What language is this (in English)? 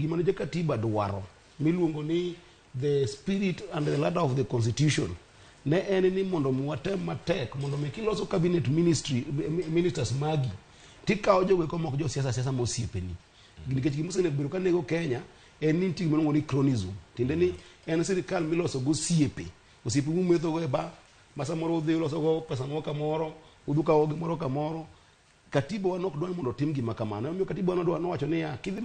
Luo (Kenya and Tanzania)